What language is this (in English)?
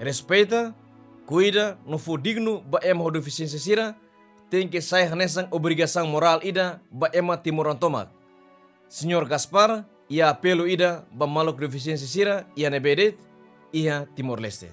Tetum